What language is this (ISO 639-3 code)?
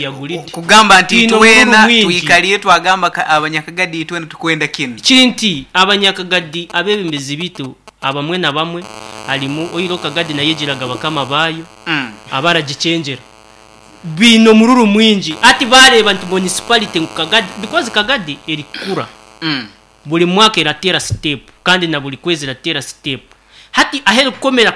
nyn